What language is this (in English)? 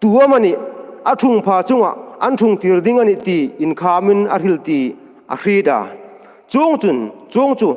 Hmar